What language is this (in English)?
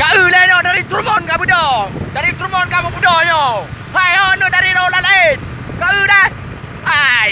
Achinese